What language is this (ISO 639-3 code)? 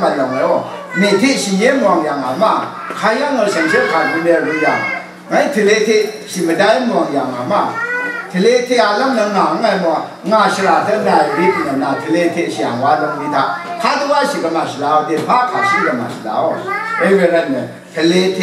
raw